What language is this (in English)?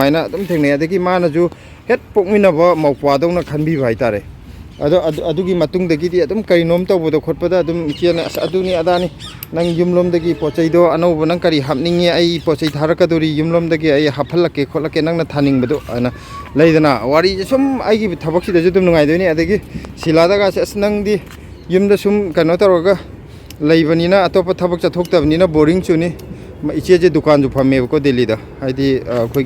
Manipuri